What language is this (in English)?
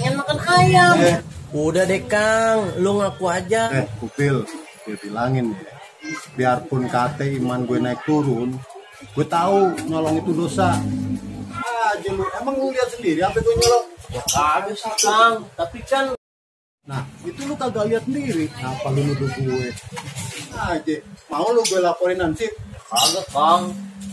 Betawi